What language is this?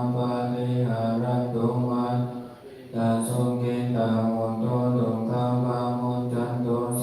Pali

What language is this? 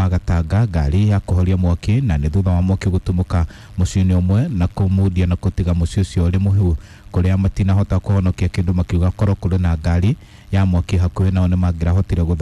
Kikuyu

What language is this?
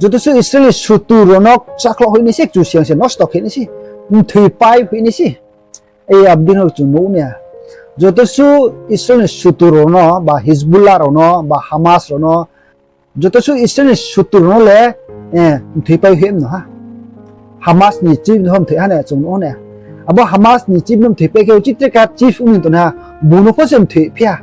Riang (India)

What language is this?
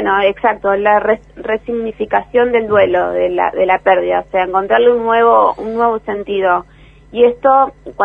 Spanish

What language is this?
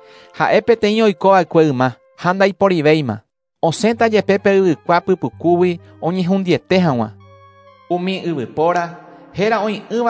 Guarani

